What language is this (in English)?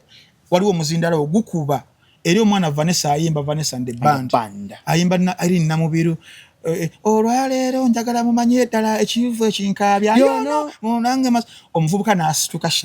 Ganda